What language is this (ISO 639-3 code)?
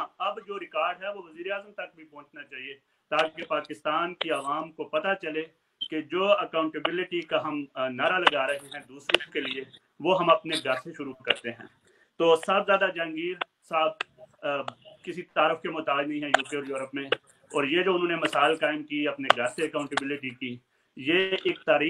urd